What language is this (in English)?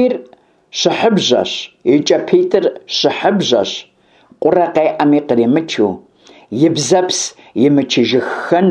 Kabardian